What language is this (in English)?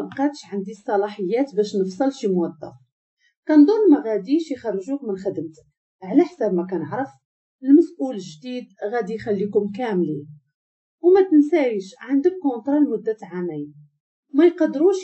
Moroccan Arabic